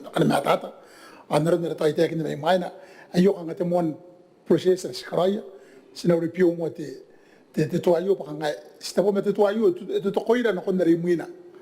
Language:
Gilbertese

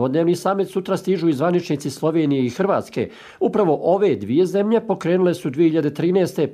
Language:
Bosnian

